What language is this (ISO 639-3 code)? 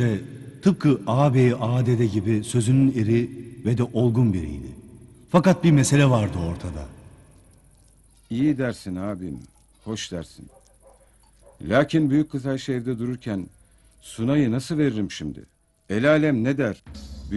tur